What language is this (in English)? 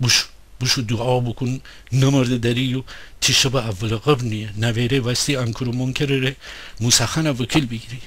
Gilaki